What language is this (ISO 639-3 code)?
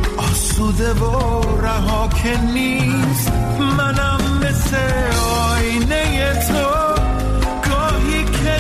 fas